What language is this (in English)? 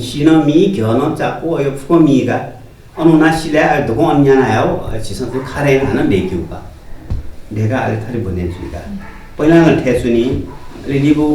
Newari